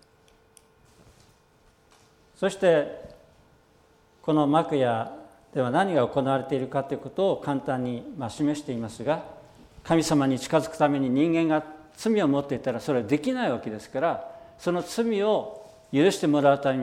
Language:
Japanese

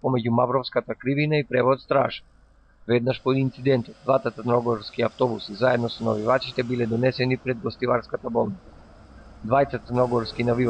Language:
Macedonian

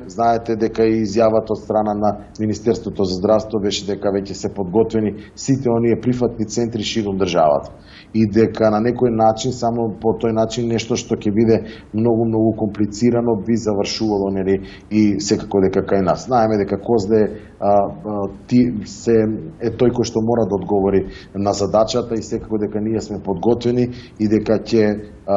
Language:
Macedonian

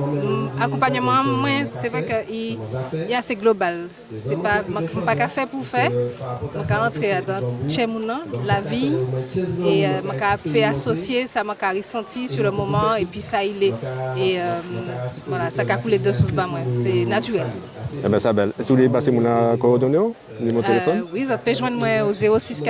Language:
Guadeloupean Creole French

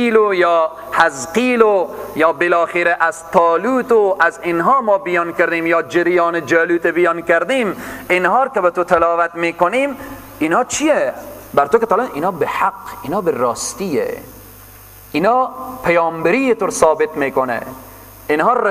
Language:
Persian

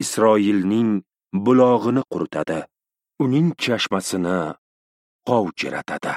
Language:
Uzbek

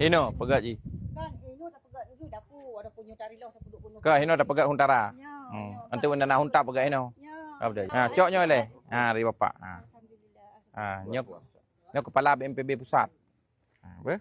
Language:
Achinese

